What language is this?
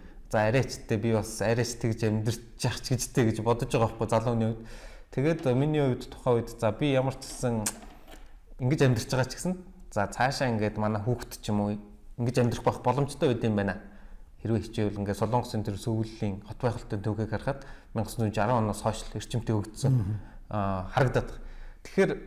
Mongolian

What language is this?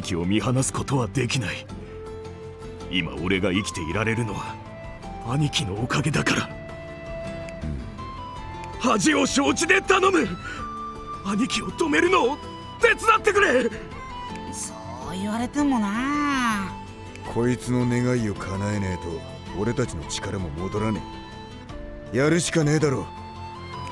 Japanese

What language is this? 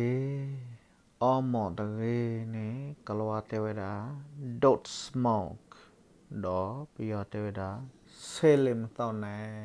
S'gaw Karen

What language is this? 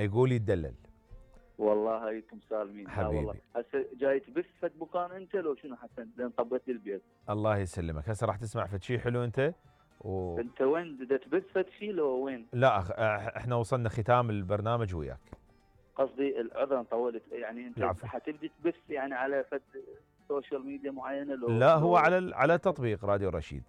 Mesopotamian Arabic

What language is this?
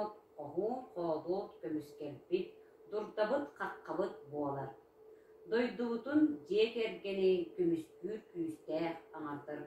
Yakut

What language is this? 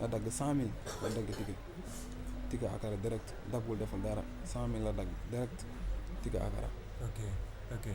Wolof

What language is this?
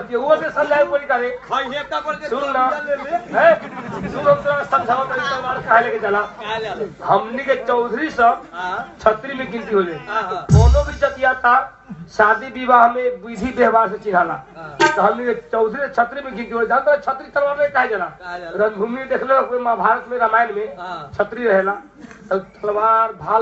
Bhojpuri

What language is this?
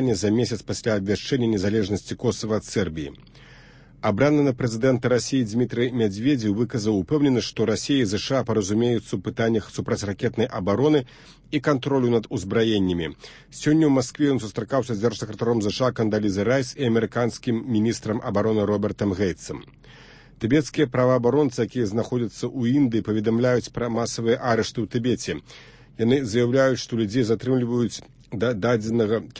Belarusian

